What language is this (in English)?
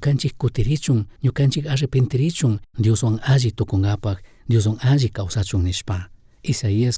Chimborazo Highland Quichua